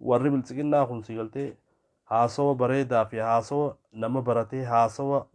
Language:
Oromo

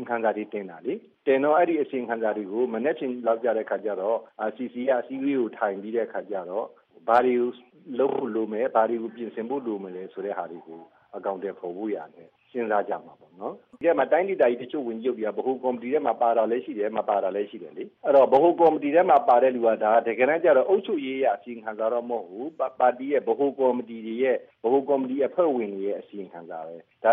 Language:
Burmese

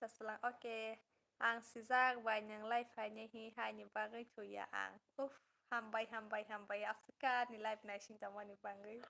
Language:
Kok Borok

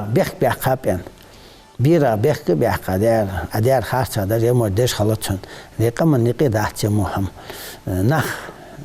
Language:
Ingush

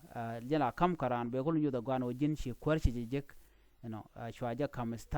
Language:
Nuer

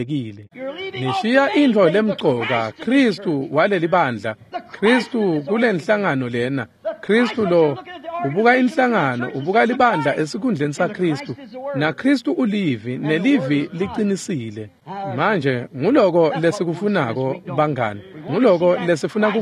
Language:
Swati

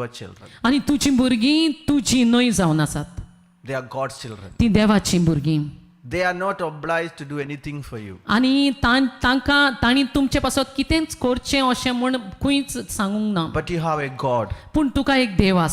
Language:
Konkani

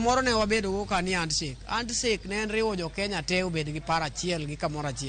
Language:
Luo (Kenya and Tanzania)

